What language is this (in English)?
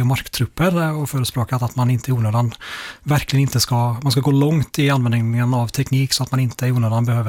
Swedish